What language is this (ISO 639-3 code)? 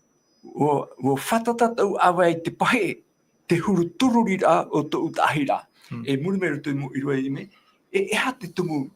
tah